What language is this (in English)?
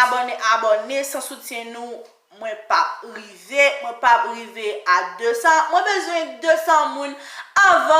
Haitian Creole